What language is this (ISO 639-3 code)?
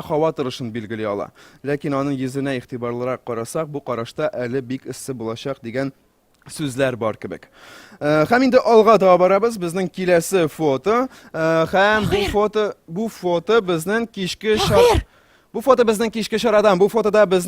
tat